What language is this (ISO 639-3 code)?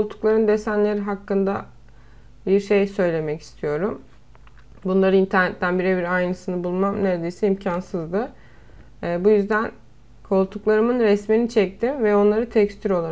tur